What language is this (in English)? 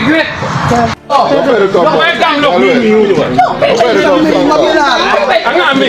Acoli